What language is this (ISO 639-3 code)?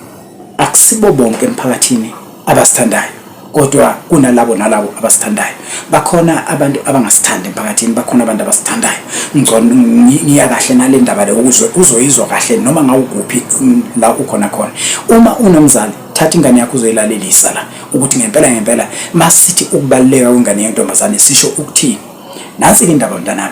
zul